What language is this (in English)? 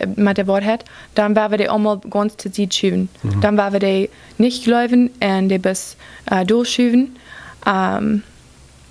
Plautdietsch